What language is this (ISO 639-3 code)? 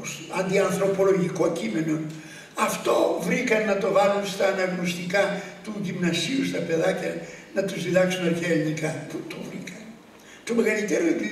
ell